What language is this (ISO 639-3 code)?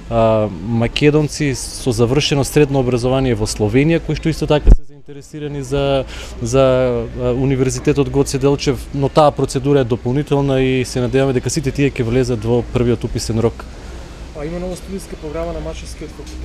mkd